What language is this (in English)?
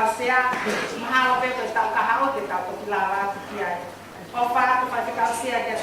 Tongan